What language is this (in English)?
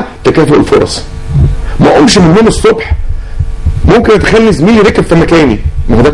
Egyptian Arabic